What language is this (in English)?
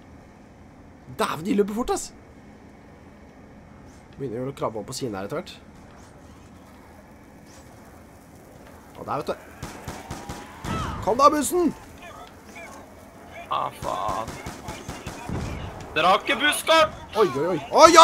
Norwegian